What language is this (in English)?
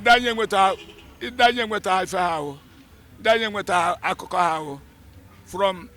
Igbo